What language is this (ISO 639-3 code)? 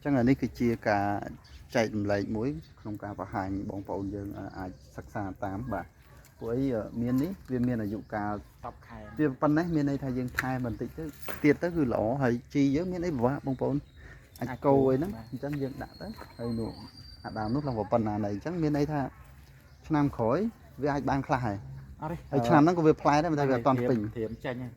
khm